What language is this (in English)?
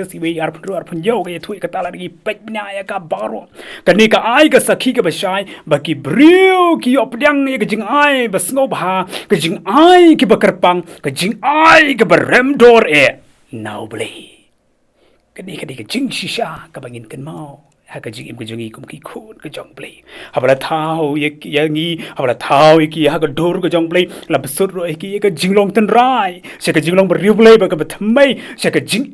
Khasi